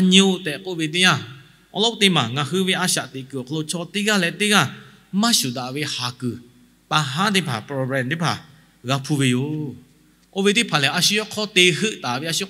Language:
Lahu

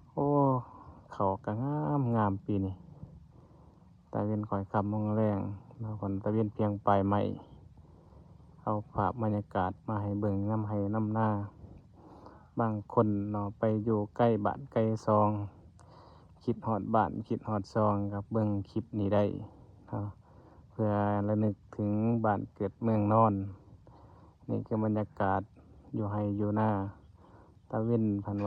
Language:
Lao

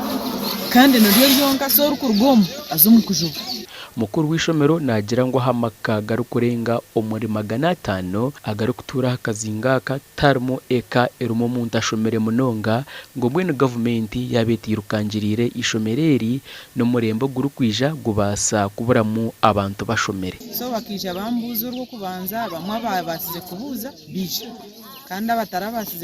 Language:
Nyankole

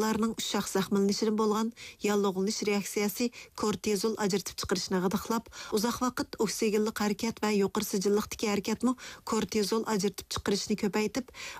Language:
Uyghur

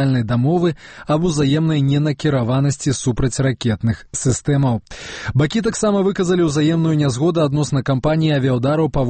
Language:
Belarusian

